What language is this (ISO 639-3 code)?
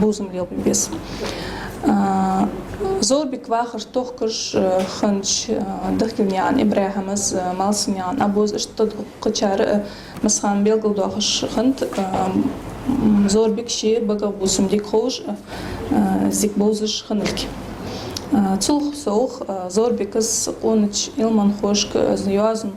inh